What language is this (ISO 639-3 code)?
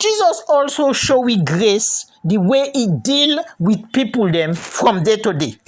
kri